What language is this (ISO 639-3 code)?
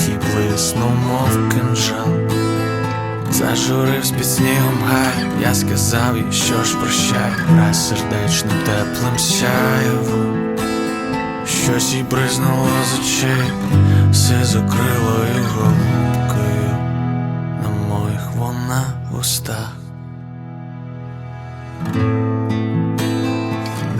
ukr